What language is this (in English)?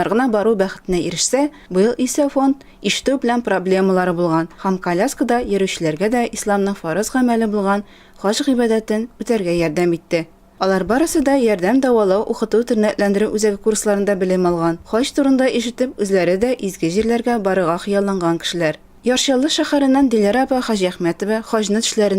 Tatar